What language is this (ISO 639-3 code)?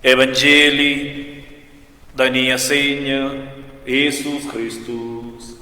roh